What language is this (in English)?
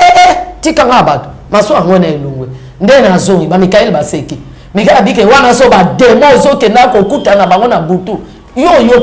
Lingala